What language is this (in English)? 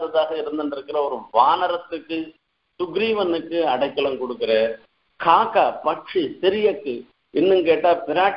Tamil